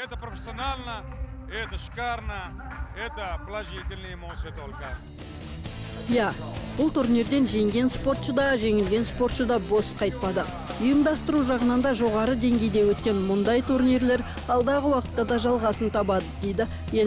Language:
Kazakh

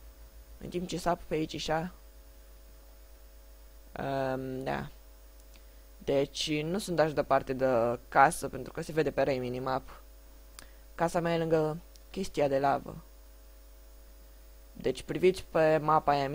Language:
Romanian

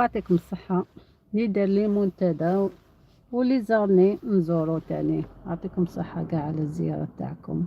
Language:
Algerian Arabic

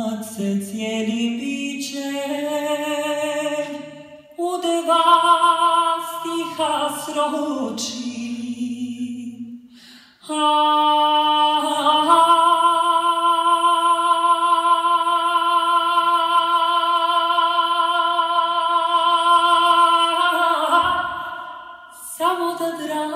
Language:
Croatian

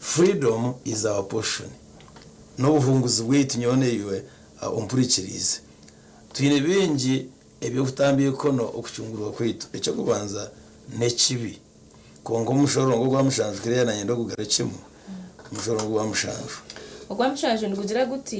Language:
Nyankole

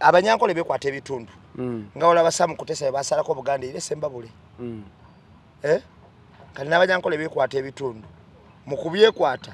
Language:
Ganda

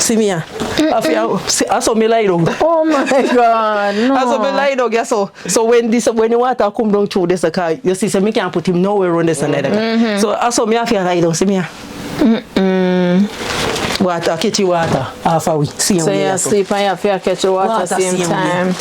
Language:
Jamaican Creole English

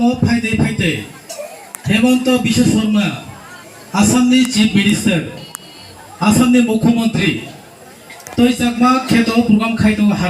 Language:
Kok Borok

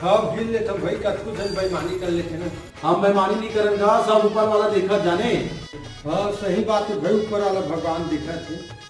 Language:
Chhattisgarhi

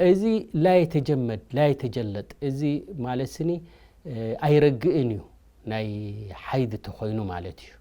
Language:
Tigrinya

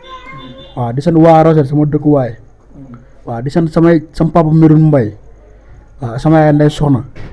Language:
Wolof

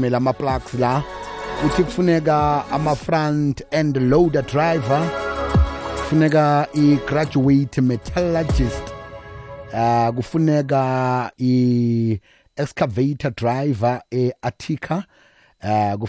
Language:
South Ndebele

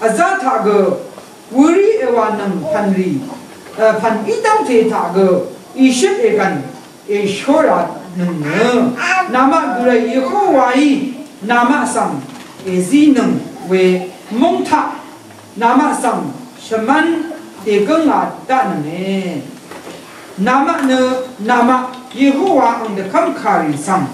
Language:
Rawang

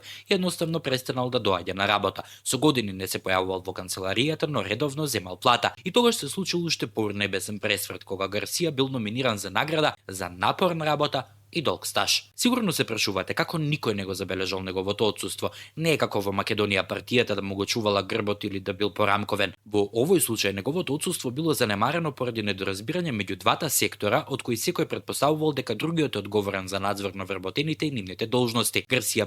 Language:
Macedonian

